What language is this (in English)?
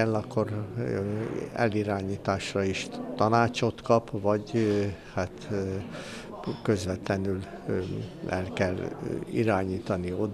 Hungarian